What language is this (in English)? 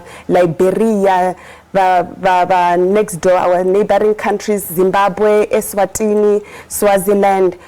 Venda